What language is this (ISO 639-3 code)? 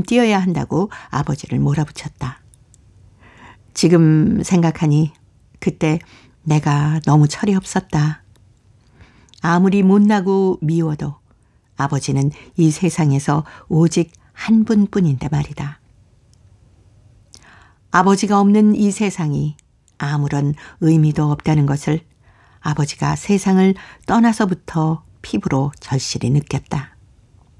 kor